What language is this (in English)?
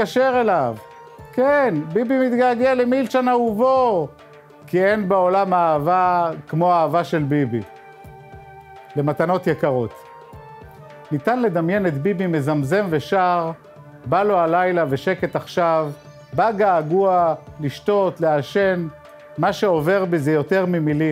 Hebrew